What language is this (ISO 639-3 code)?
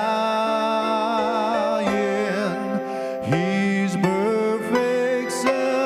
njo